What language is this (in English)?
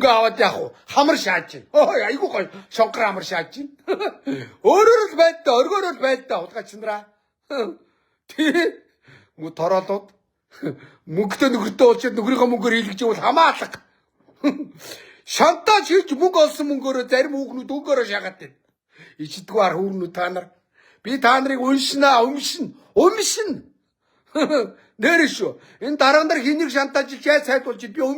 Mongolian